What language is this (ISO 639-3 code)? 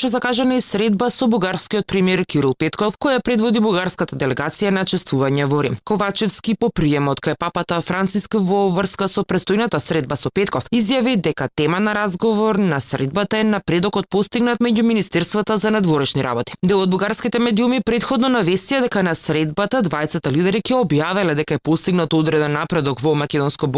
mkd